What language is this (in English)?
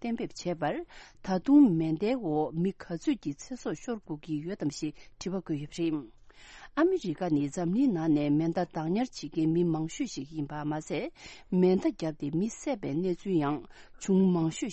Tibetan